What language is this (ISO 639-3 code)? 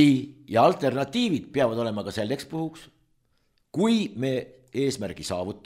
est